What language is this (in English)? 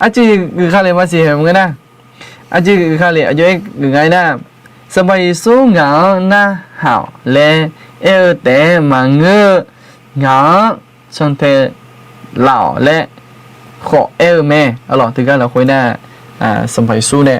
Akha